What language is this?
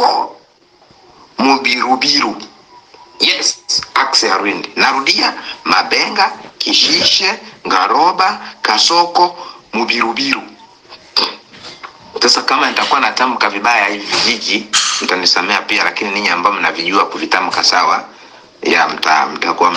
Swahili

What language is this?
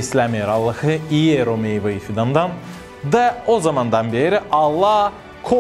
Gagauz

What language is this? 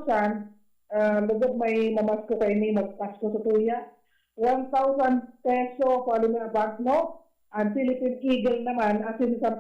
Bikol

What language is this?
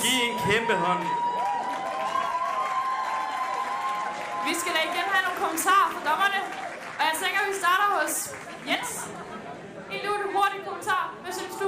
Danish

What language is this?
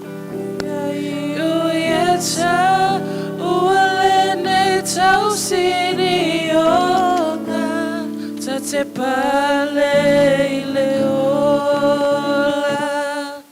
Samoan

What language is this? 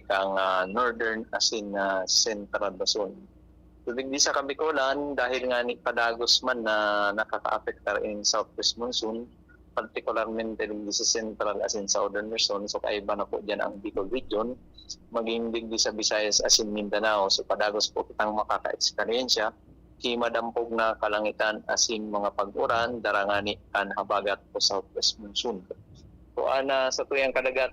Bikol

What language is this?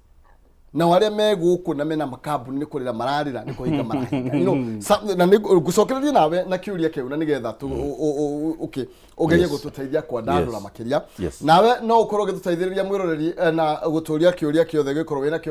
Kikuyu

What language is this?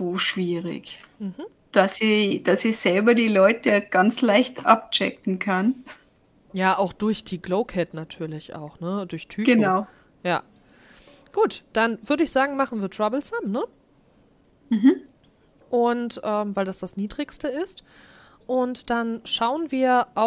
German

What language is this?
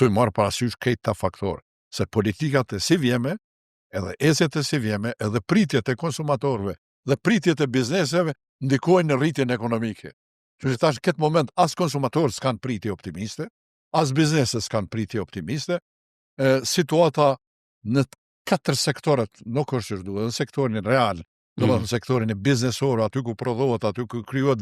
Albanian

